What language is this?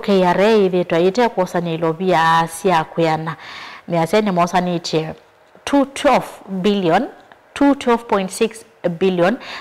Kamba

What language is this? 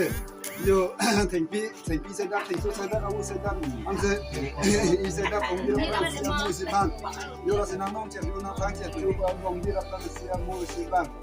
Karbi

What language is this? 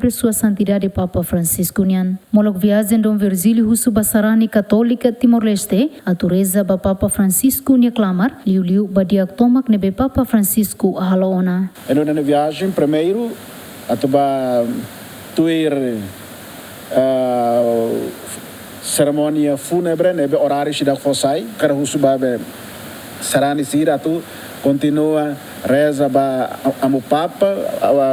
Tetum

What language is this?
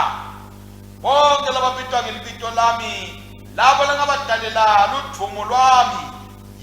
Swati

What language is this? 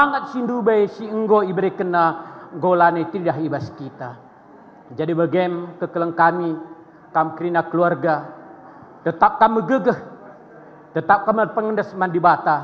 Batak Karo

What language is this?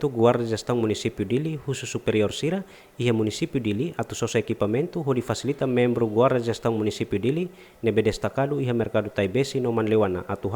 Tetum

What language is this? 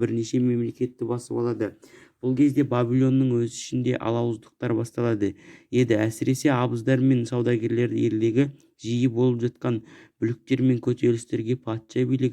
Kazakh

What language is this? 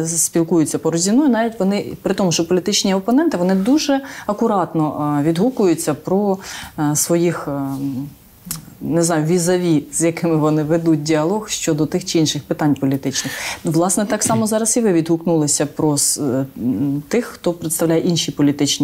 Ukrainian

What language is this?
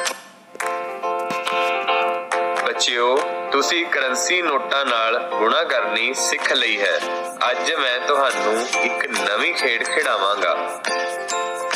Punjabi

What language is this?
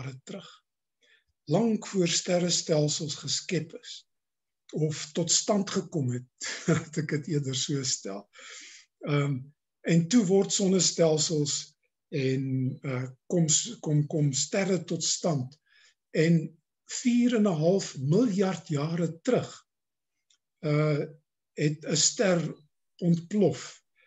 Afrikaans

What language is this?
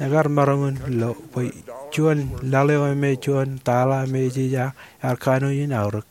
Marshallese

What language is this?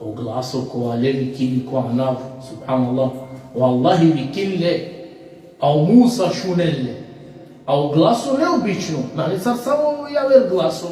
Balkan Romani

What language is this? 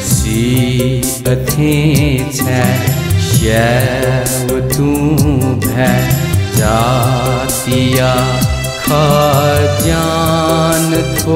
Newari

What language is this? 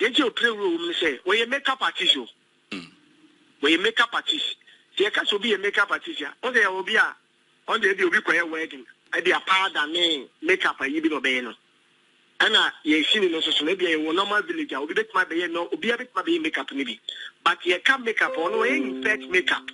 Akan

